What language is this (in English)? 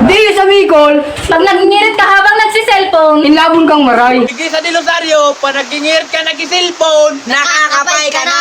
Bikol